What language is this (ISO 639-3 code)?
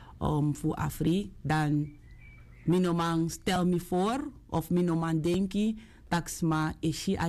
srn